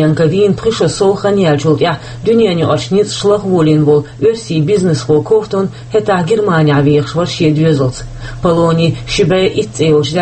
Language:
Chechen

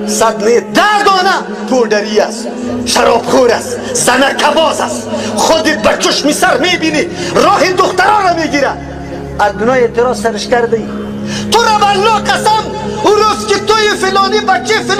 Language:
Persian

